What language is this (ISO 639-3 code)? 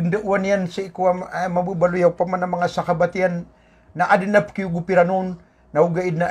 mrw